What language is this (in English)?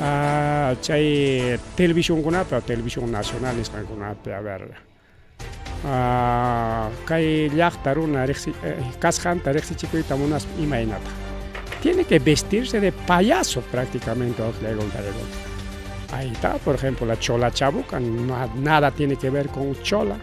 Ayacucho Quechua